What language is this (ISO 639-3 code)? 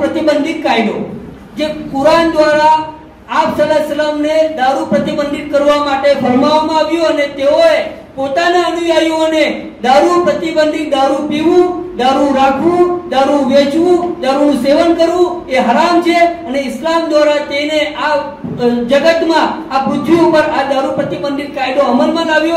guj